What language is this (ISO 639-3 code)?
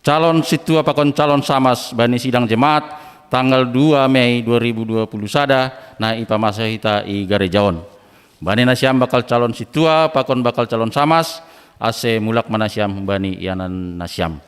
bts